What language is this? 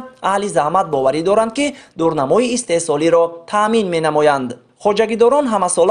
Tajik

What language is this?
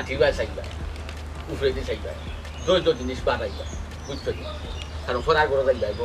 Sylheti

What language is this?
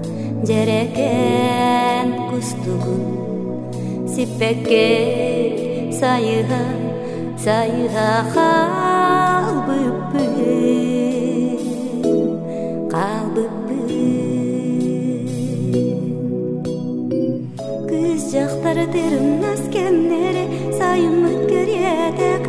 Yakut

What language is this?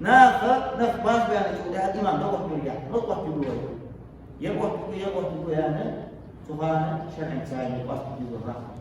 Ingush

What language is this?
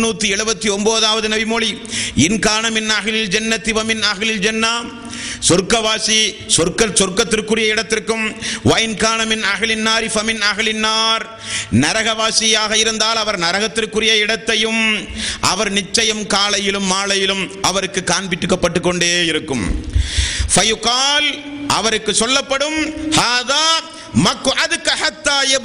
Tamil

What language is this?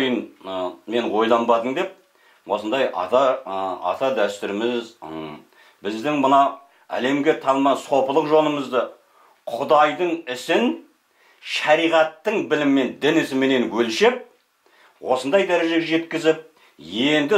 Kazakh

